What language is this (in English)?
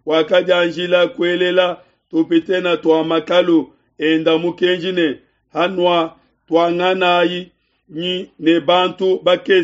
Luba-Lulua